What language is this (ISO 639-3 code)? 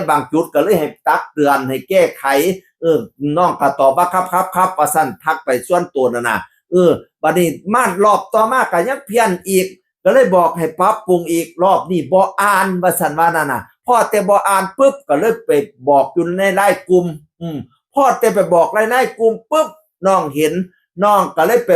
tts